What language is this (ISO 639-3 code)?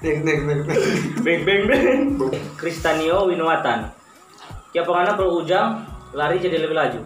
xmm